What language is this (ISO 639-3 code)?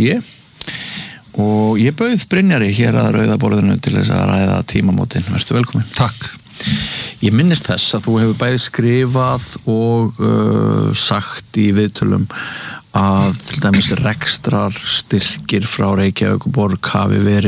isl